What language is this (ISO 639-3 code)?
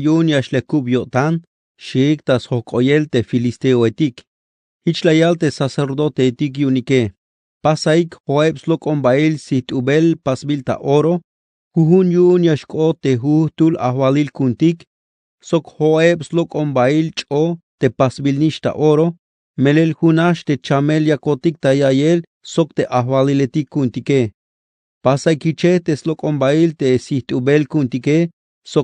tzh